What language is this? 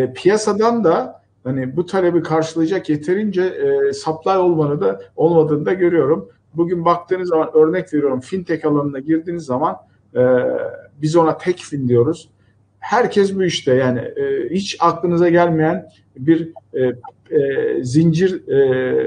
Turkish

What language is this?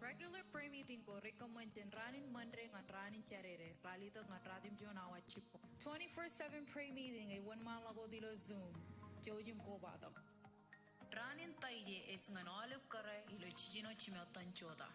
Marshallese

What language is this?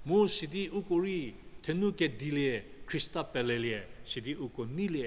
Angami Naga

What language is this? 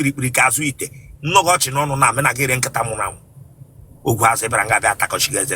Igbo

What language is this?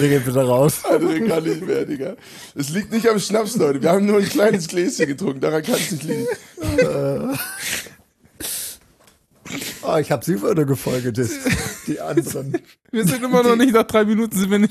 German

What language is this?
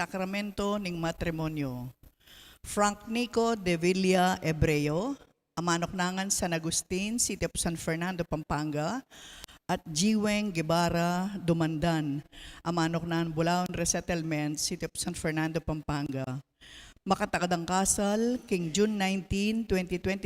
Pampanga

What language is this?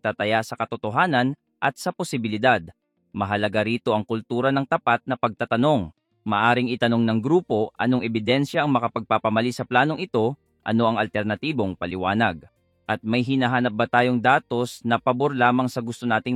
Filipino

